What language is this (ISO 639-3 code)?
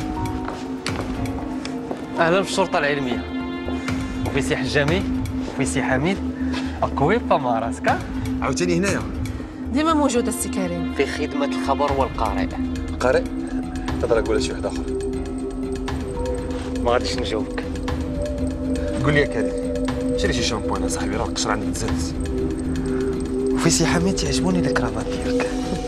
ary